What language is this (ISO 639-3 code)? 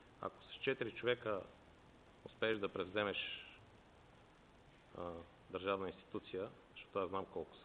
bul